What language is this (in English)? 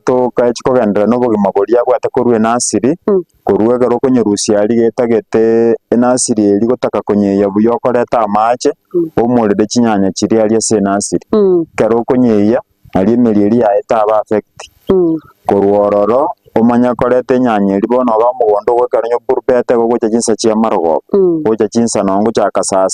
Gusii